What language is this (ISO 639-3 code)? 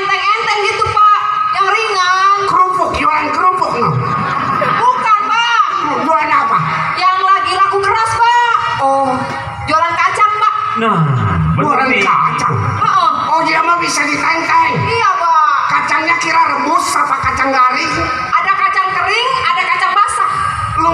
bew